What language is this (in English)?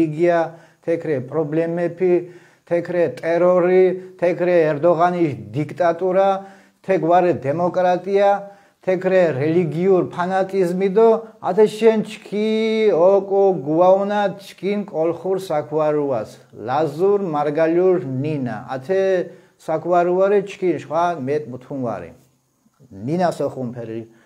Mingrelian